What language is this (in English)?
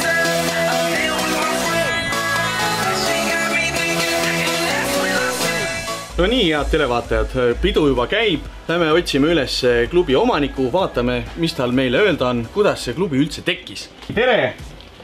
Estonian